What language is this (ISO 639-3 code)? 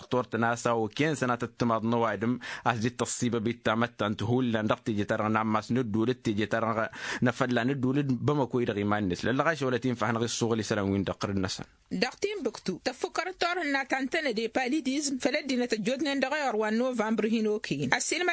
taq